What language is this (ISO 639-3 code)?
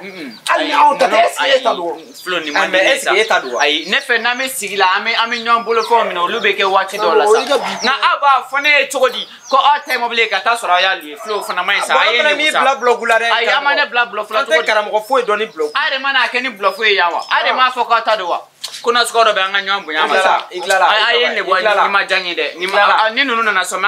bam